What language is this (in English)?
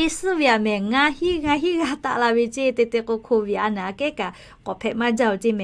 Lahu